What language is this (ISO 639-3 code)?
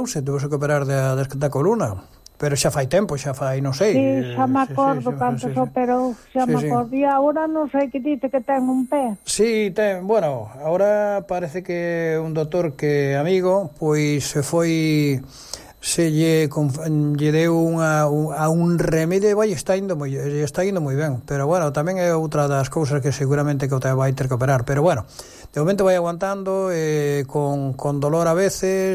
glg